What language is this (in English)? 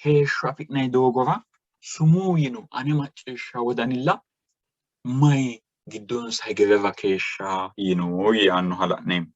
Sidamo